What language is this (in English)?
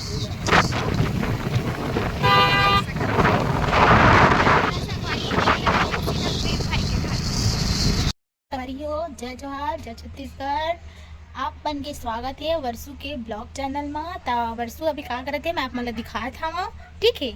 Chhattisgarhi